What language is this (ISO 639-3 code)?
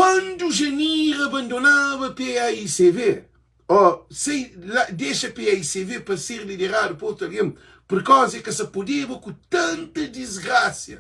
kea